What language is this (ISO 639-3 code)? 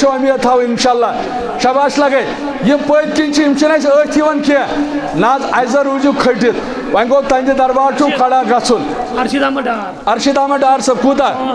kas